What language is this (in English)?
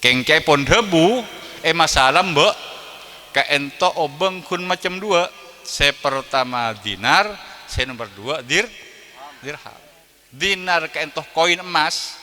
Madurese